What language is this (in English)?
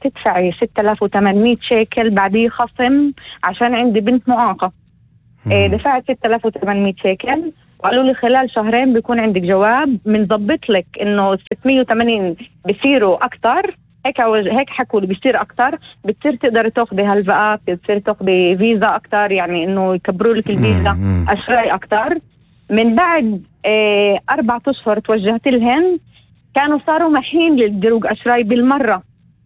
North Levantine Arabic